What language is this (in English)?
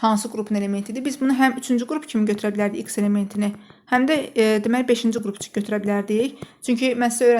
Azerbaijani